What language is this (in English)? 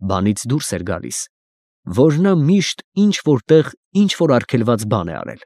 Armenian